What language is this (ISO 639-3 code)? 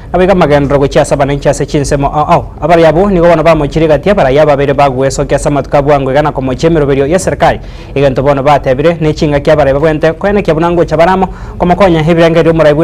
guz